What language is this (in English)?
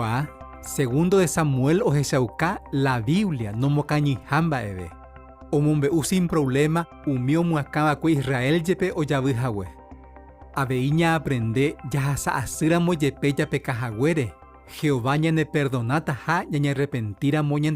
Guarani